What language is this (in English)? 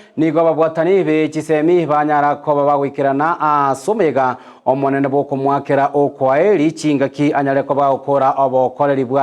Gusii